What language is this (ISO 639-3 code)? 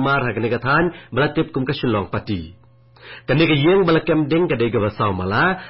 kha